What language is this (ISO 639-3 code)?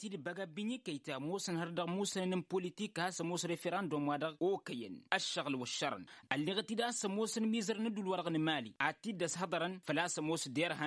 taq